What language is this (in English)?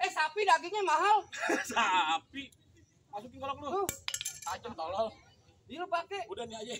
Betawi